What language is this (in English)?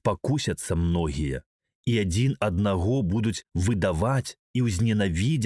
Belarusian